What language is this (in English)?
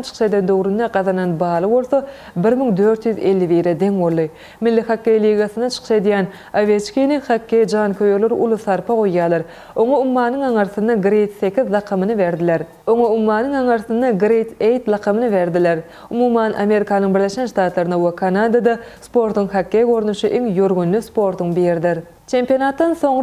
Turkmen